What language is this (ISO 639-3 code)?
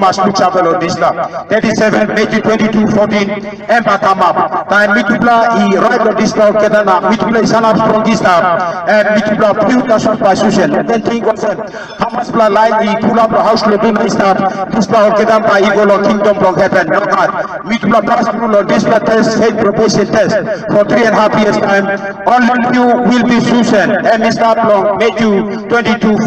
tpi